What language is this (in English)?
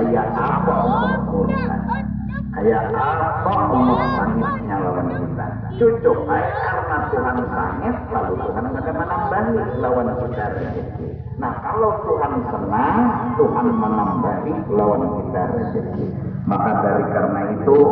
Banjar